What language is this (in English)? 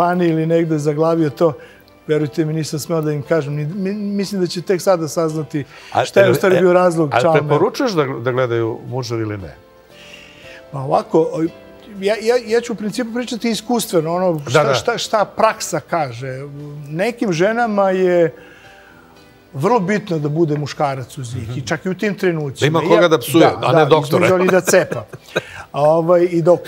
Serbian